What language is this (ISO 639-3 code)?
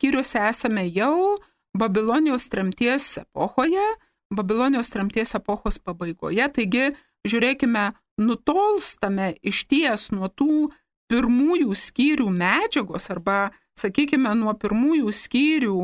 lit